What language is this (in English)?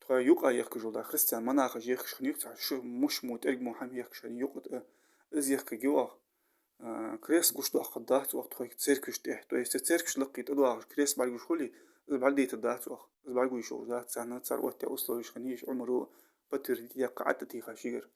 Ingush